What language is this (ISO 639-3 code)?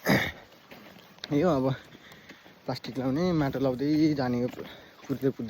nep